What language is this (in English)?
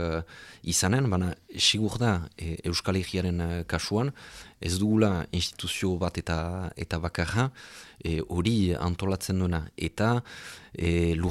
Basque